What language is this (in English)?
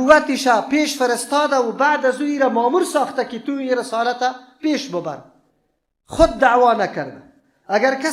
Persian